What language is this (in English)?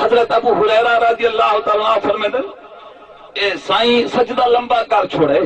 Saraiki